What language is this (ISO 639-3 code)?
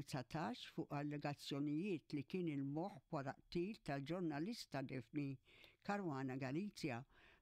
mlt